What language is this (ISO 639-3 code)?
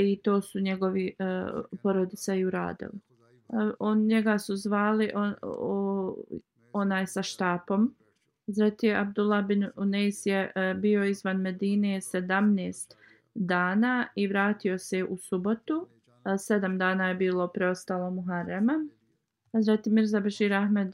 bos